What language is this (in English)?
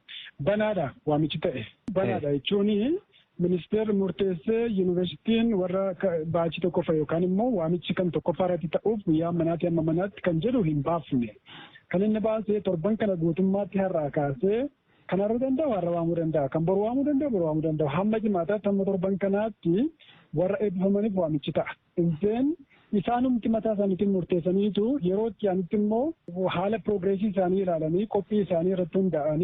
Oromo